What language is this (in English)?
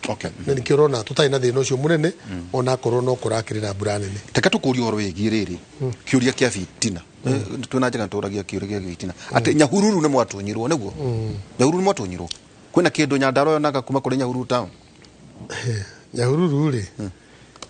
Kikuyu